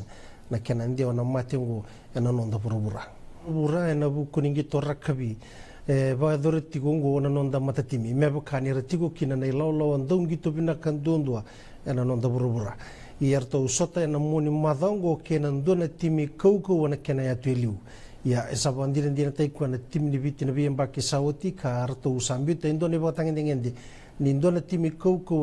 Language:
Fijian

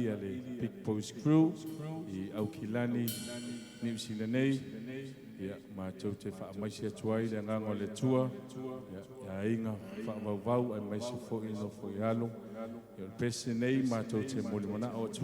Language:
Samoan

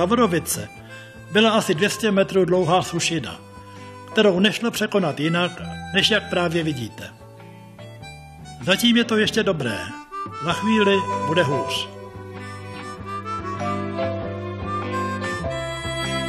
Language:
Czech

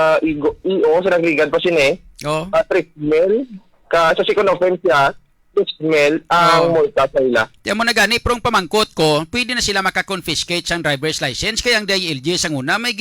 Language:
Hiligaynon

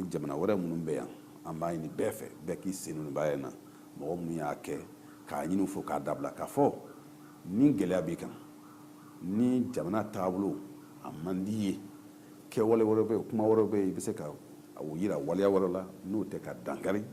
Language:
Bambara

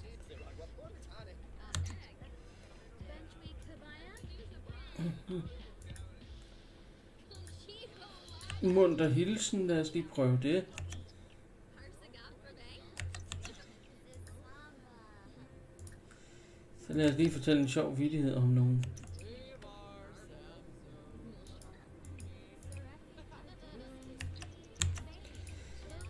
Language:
Danish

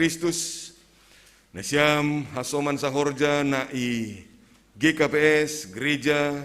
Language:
Batak Simalungun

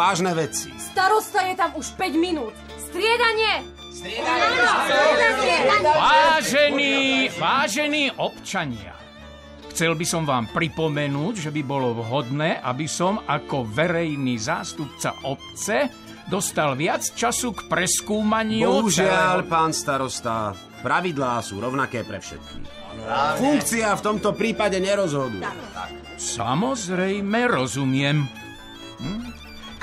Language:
Slovak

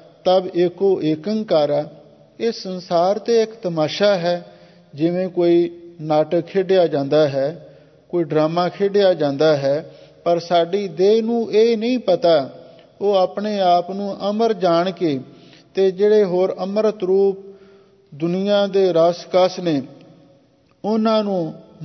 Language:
Punjabi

